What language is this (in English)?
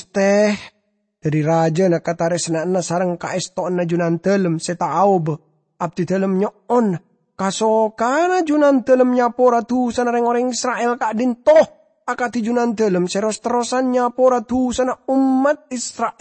Madurese